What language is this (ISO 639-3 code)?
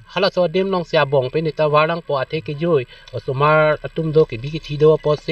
mjw